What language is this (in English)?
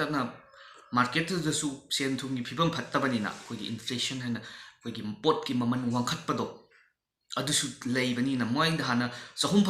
Manipuri